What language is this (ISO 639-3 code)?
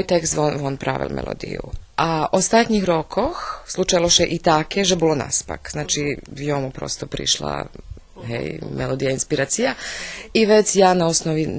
rue